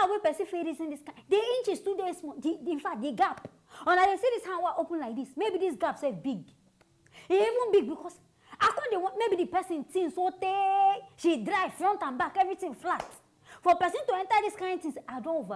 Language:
Nigerian Pidgin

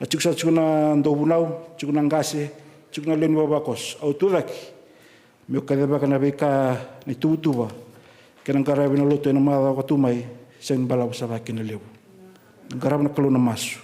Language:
Fijian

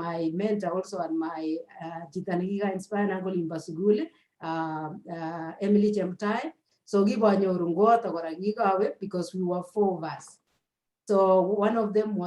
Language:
Kalenjin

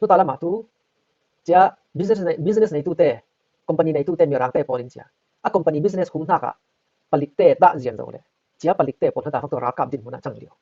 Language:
Falam Chin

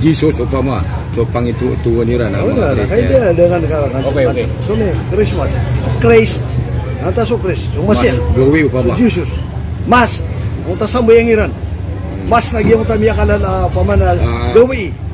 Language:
Maranao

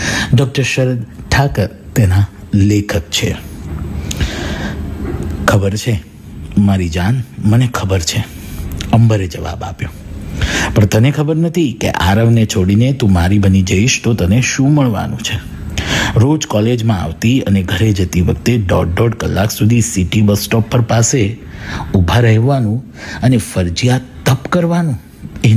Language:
Gujarati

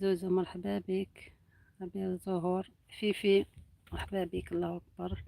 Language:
Algerian Arabic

